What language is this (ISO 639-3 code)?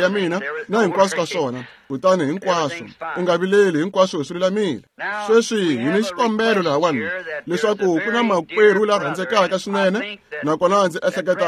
tso